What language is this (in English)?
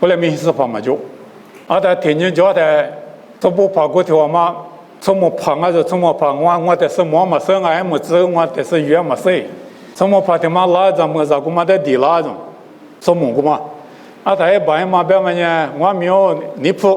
Lisu